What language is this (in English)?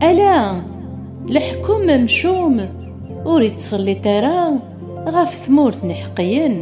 Kabyle